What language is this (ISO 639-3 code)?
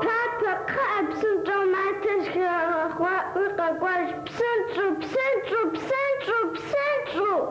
kbd